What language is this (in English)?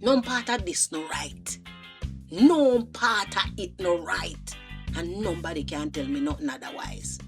Jamaican Creole English